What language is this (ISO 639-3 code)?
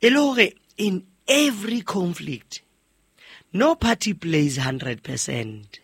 sot